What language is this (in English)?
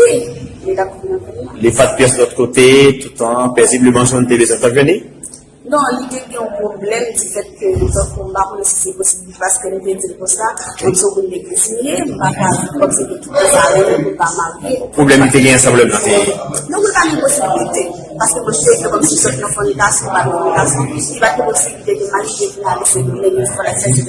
Haitian Creole